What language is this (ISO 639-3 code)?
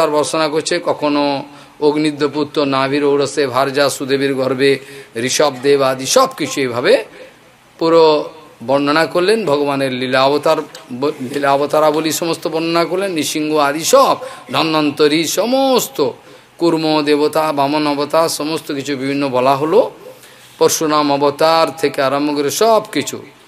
ben